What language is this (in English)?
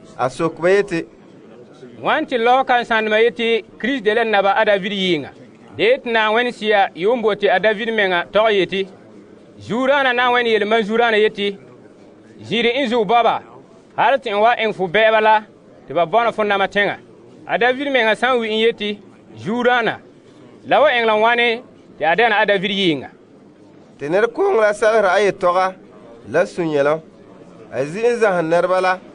Frafra